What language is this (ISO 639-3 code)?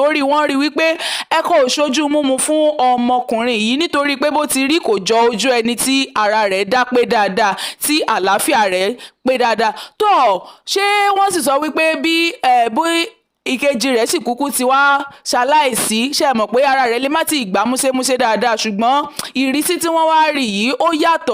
yor